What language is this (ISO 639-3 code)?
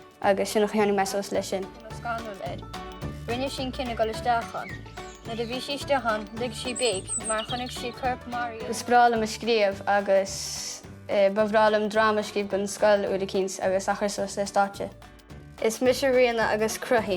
gle